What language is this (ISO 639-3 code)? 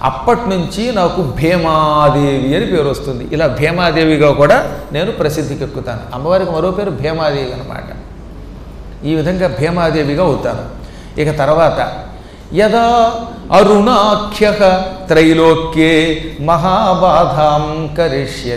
tel